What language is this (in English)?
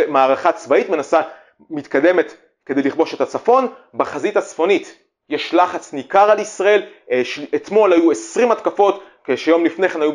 Hebrew